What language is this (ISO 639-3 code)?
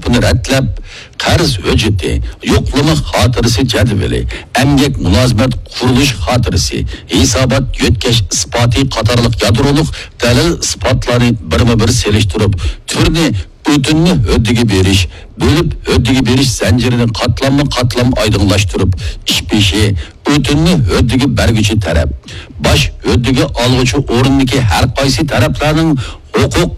uig